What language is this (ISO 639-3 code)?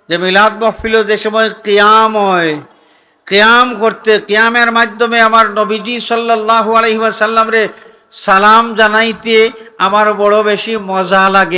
syl